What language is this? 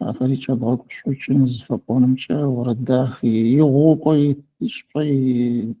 Adyghe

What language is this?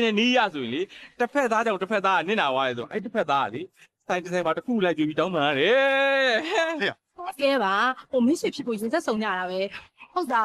Burmese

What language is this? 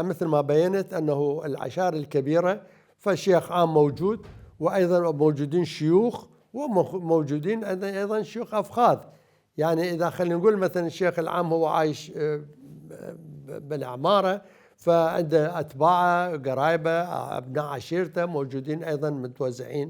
Mesopotamian Arabic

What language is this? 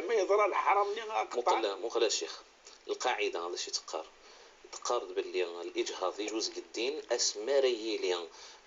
Moroccan Arabic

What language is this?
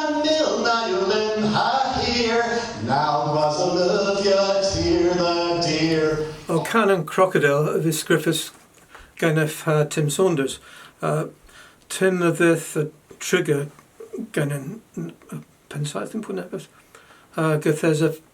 Cornish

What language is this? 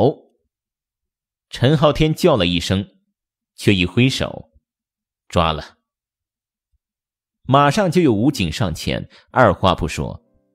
Chinese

